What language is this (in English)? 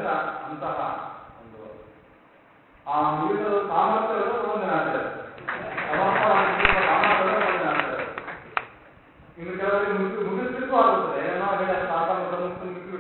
Kannada